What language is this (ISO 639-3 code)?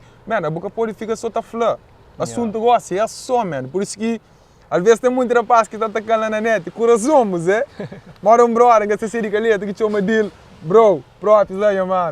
kea